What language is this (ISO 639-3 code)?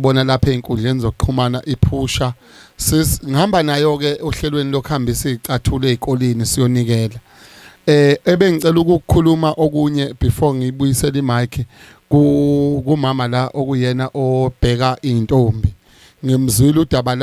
zul